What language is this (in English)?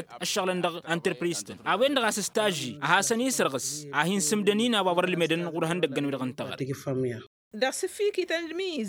Tamasheq